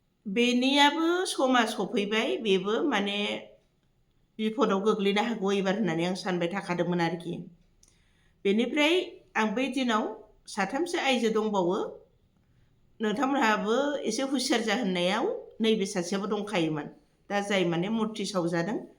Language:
Bodo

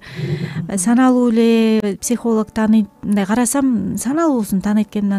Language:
Kyrgyz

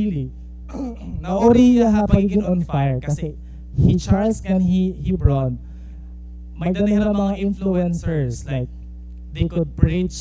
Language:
Waray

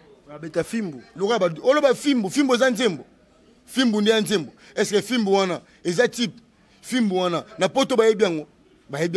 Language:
Lingala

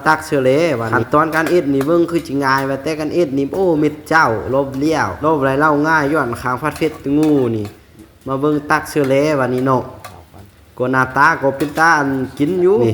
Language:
Northeastern Thai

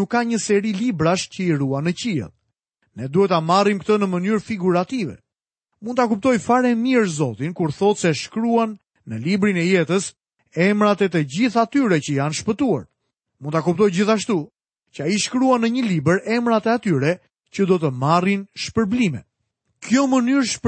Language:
Albanian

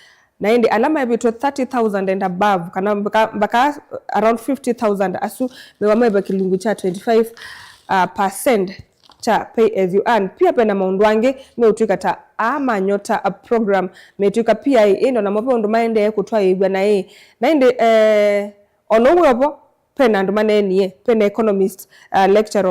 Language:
Kamba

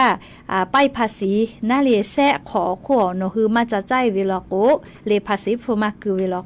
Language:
Lahu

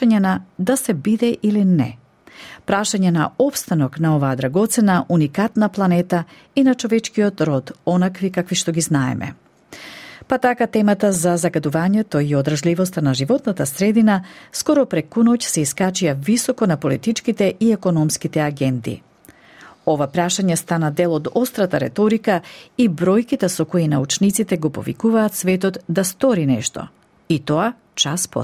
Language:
Macedonian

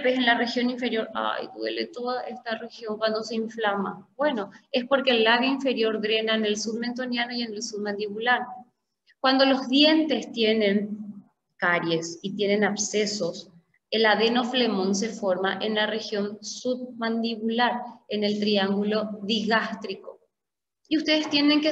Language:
Spanish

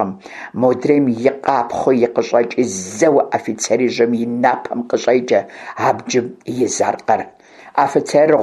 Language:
Kabardian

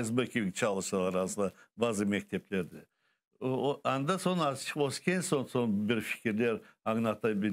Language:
Crimean Tatar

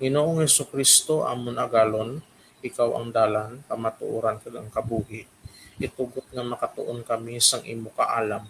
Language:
Hiligaynon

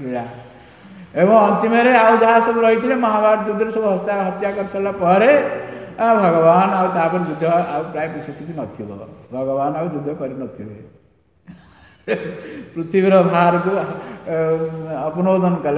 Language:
Odia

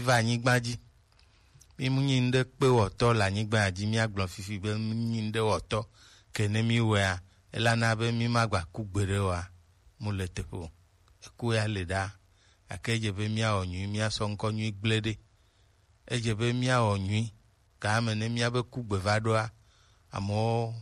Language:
Gen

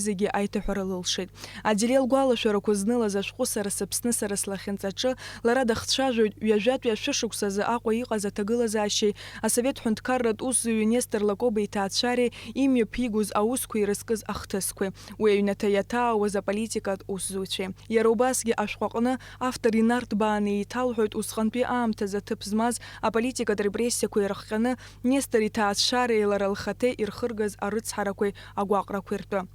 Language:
Abkhazian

